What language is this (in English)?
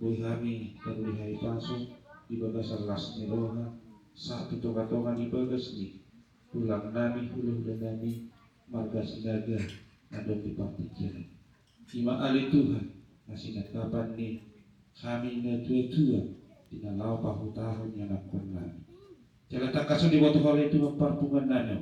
Batak Toba